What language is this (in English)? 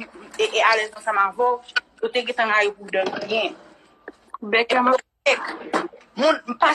Haitian Creole